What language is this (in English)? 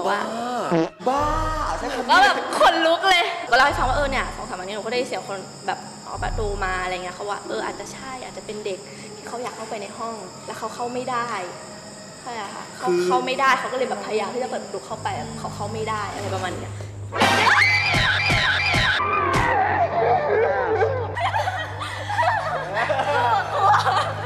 Thai